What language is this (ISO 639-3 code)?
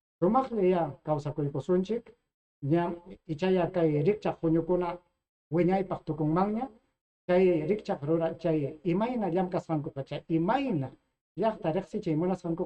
quy